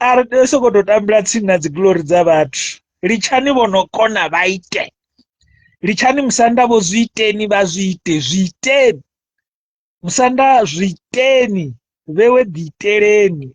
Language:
Venda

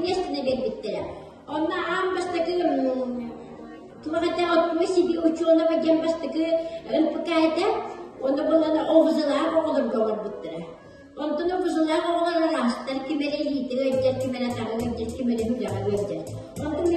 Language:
Yakut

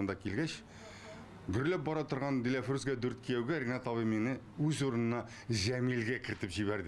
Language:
Tatar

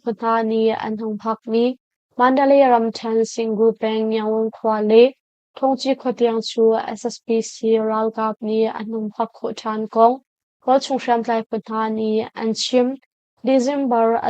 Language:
Hakha Chin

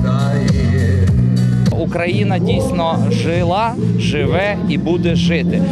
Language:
Ukrainian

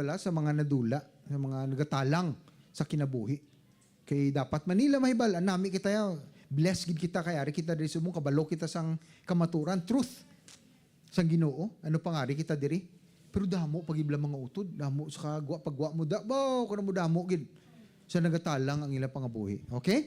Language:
Hiligaynon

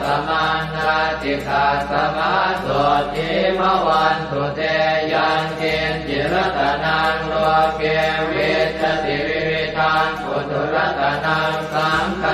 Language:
Pali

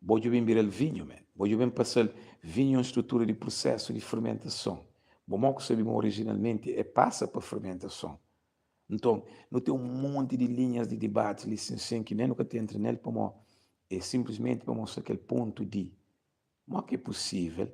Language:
Kabuverdianu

